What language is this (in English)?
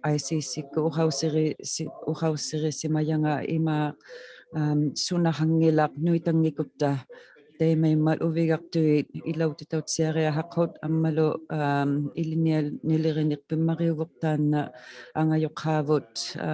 Inuktitut